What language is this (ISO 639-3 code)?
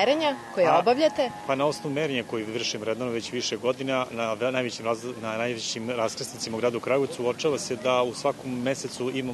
srp